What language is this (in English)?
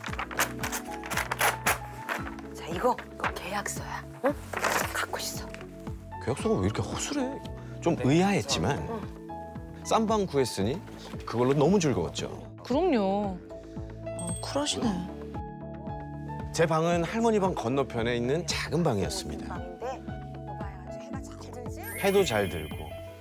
Korean